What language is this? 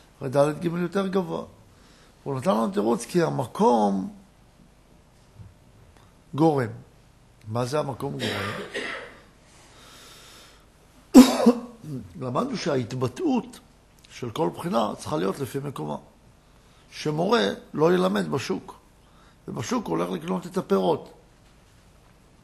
Hebrew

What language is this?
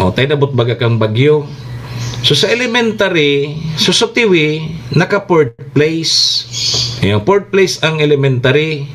Bikol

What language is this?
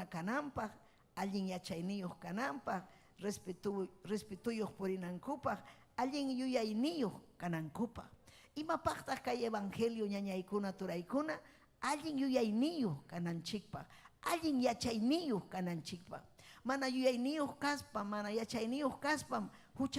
Ayacucho Quechua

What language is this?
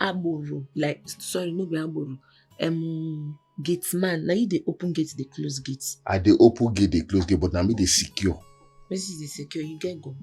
Nigerian Pidgin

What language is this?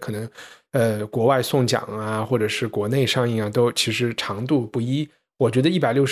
Chinese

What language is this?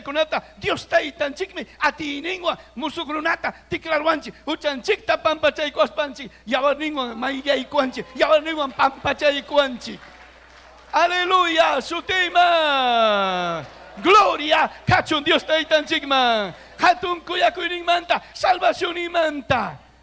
Ayacucho Quechua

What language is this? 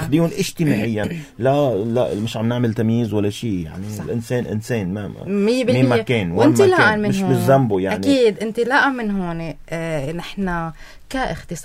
North Levantine Arabic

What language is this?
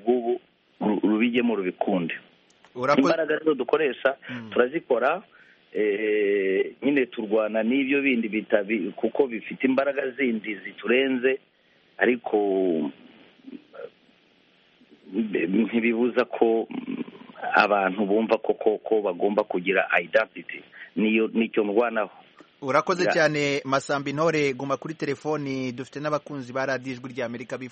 Kinyarwanda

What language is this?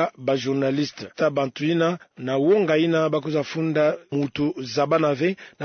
Kituba (Democratic Republic of Congo)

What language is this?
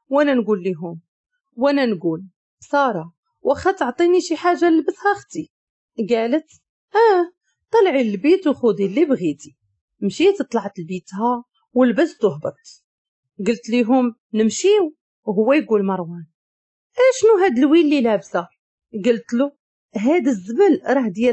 Moroccan Arabic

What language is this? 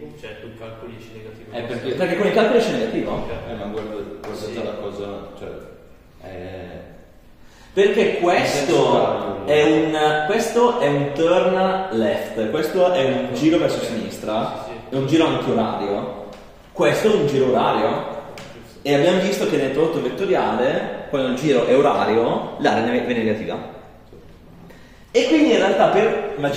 Italian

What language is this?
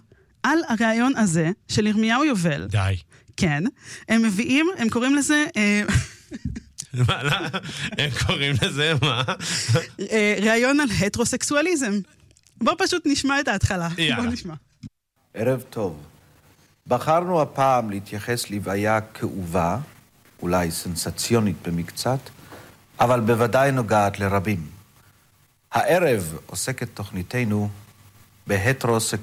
Hebrew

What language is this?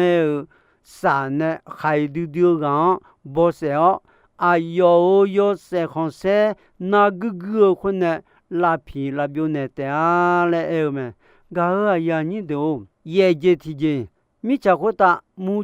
Akha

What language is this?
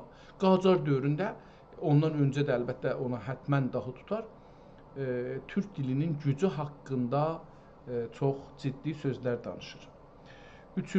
South Azerbaijani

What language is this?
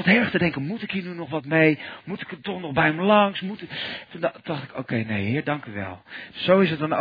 Dutch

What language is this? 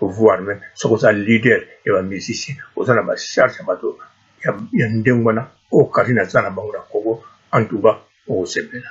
Lingala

